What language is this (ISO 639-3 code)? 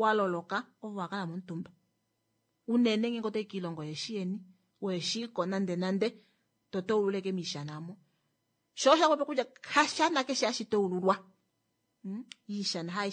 kua